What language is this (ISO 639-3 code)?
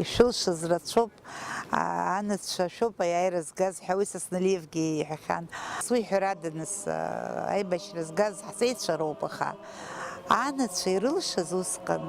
abk